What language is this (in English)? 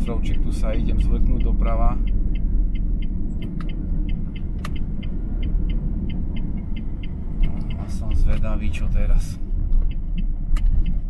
Slovak